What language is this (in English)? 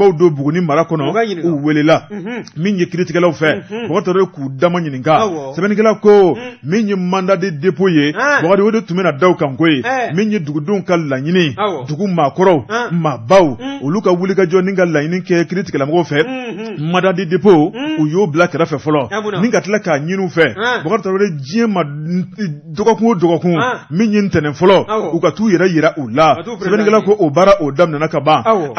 Bambara